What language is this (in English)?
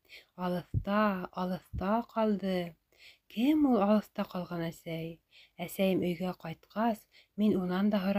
Bashkir